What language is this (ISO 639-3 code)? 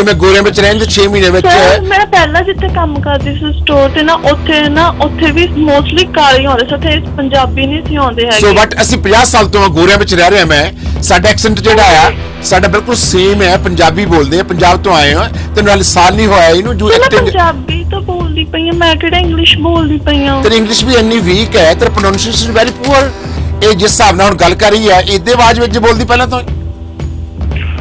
pan